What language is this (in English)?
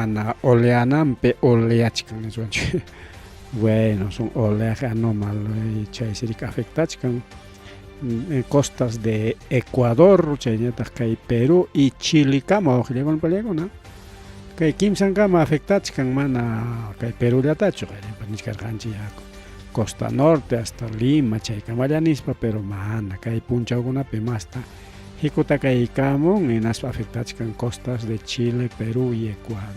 Ayacucho Quechua